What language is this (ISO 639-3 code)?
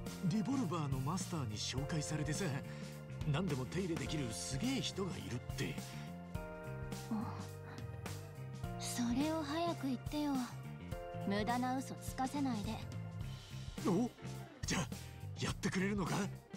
jpn